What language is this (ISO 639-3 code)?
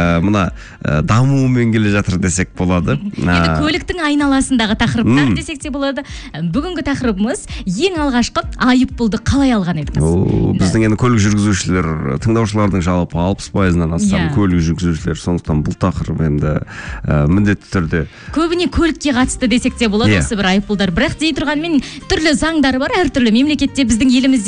kaz